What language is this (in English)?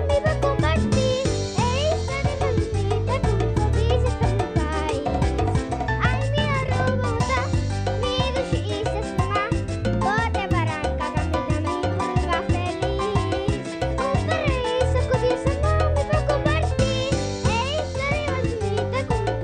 Papiamento